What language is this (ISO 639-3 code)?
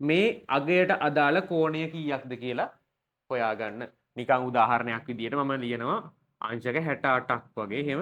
sin